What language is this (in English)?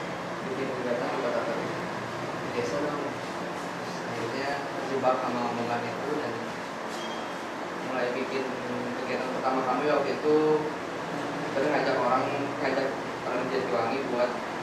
Indonesian